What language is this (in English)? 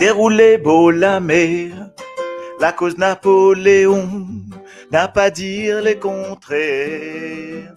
Morisyen